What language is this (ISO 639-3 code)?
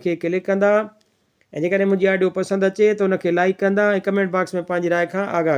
snd